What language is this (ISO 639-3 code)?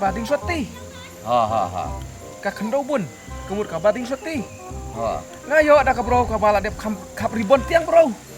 kha